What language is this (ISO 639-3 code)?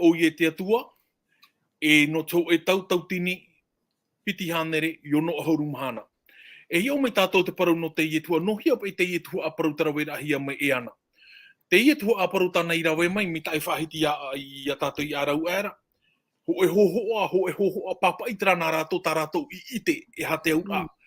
tah